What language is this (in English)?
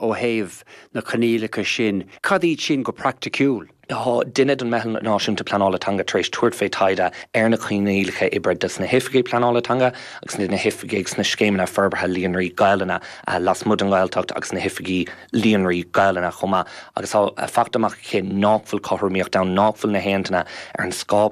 Irish